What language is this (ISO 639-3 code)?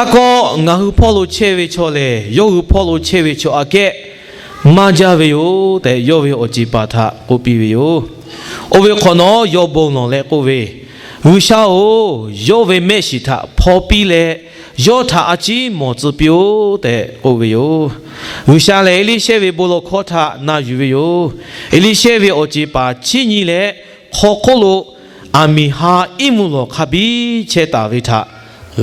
lhu